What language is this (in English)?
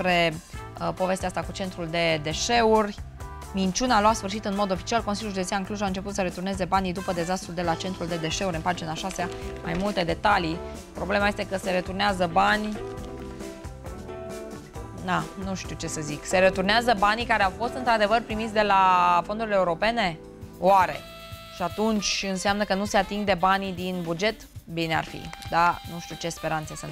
Romanian